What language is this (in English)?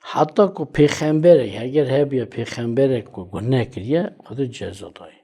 Kurdish